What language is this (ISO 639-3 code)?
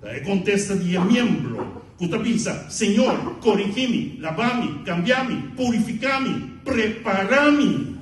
pap